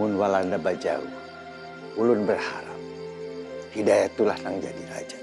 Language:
Banjar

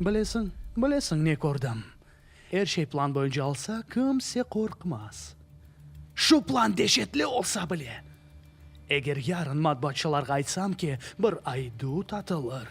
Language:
Crimean Tatar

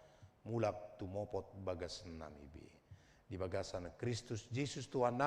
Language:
Batak Toba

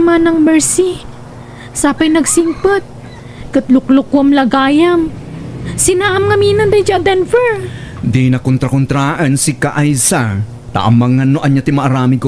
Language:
Iloko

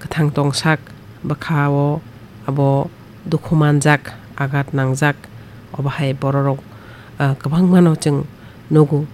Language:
Kok Borok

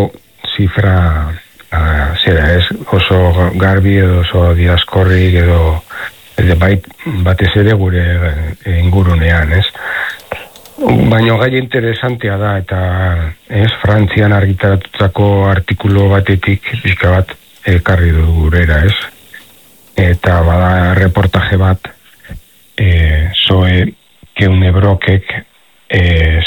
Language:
Basque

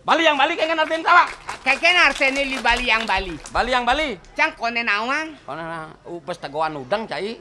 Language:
Balinese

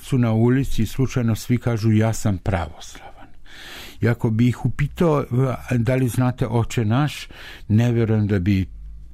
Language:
Serbian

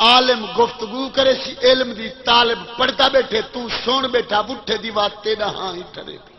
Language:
Saraiki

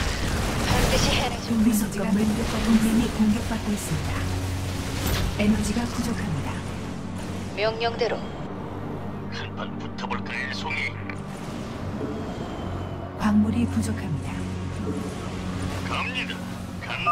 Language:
Korean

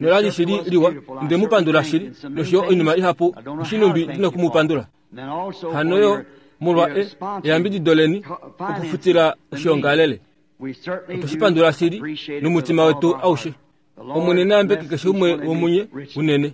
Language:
Kuanyama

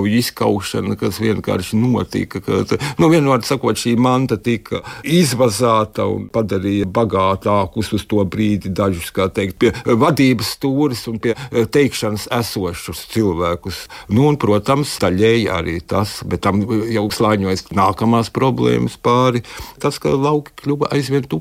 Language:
Latvian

